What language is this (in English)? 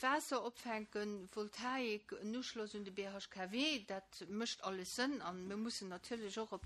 Luxembourgish